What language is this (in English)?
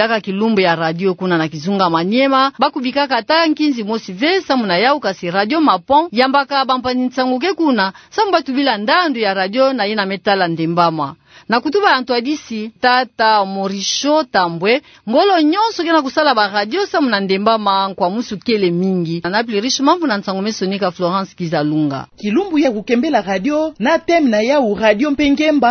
Kituba (Democratic Republic of Congo)